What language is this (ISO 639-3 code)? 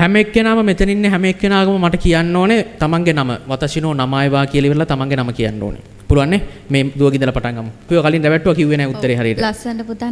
sin